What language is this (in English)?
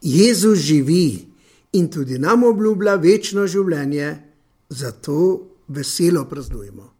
Slovenian